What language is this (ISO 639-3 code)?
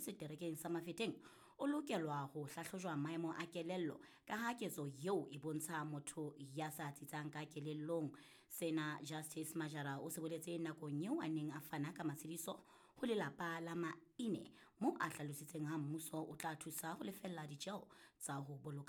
sot